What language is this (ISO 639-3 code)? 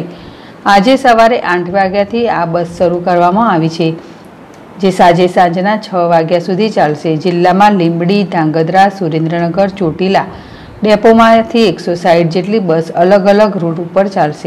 guj